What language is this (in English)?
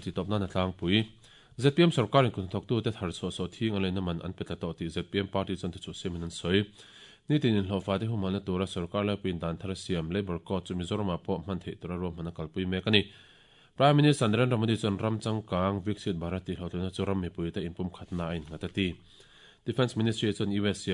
Mizo